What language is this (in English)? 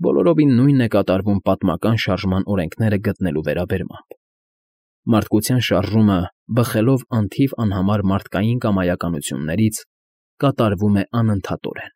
Armenian